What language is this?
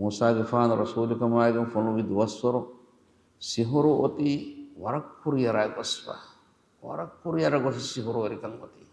Divehi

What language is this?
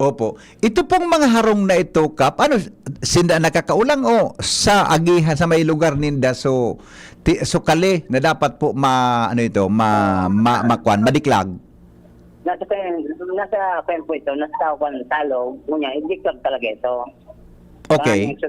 Bikol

